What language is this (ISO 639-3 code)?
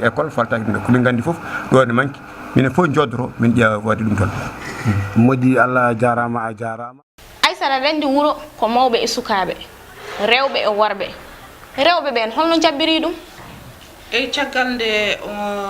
ful